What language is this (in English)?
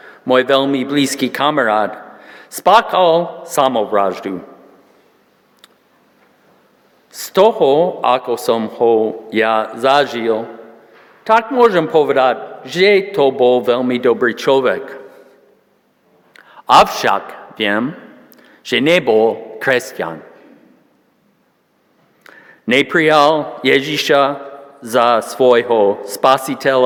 Slovak